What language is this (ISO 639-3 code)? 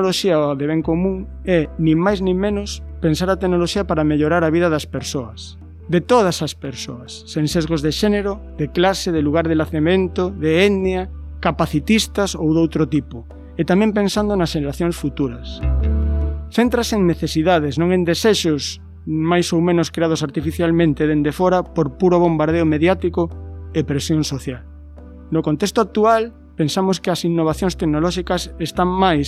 glg